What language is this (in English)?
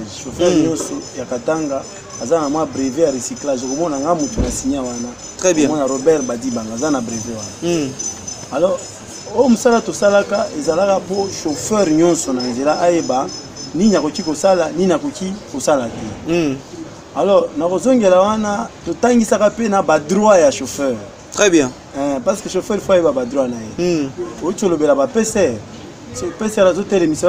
Lingala